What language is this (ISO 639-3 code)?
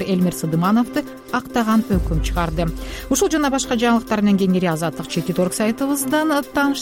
kir